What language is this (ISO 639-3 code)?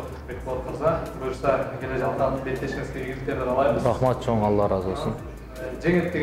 kir